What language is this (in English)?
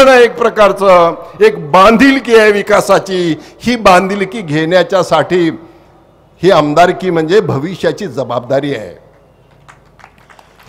Marathi